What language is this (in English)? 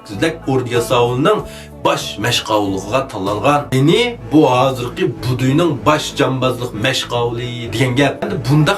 Uyghur